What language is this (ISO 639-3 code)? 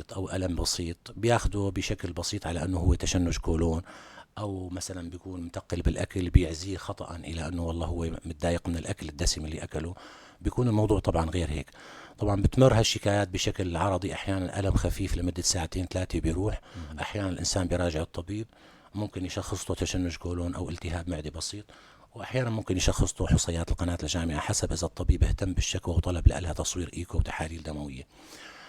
apc